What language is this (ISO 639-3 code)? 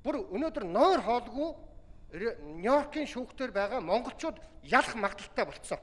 mon